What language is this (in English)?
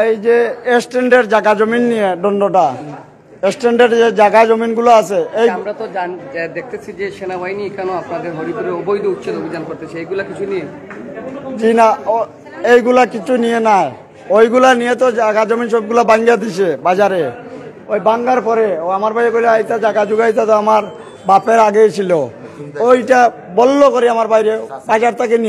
Sylheti